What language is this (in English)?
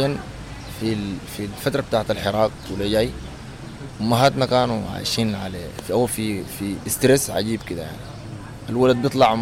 Sudanese Arabic